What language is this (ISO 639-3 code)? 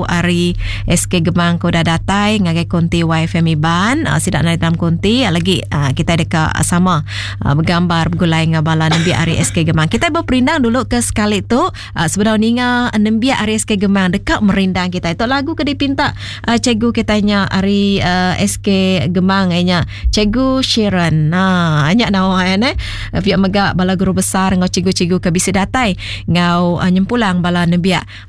iba